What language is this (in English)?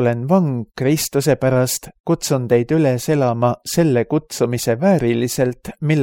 Estonian